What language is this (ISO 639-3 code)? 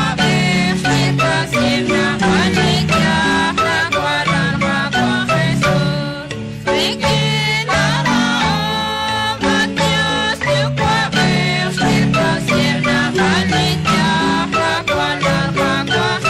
kek